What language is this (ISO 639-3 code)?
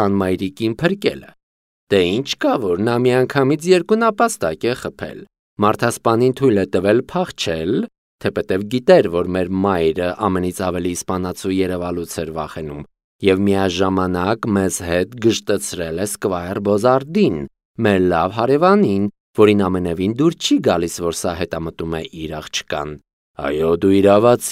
hye